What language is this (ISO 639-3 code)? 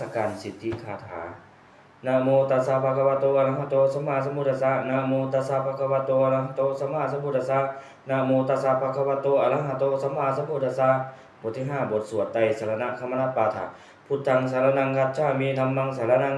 pli